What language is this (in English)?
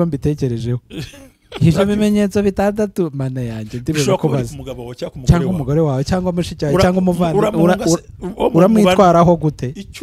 Kinyarwanda